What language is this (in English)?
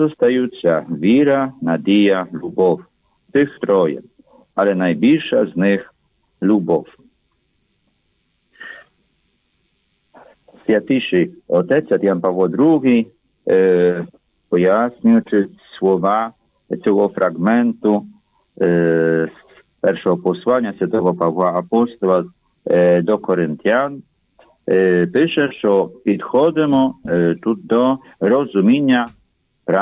Ukrainian